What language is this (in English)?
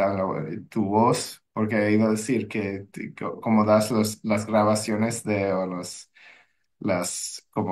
Ladino